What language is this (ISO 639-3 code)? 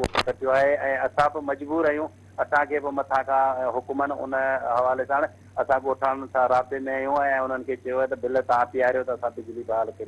snd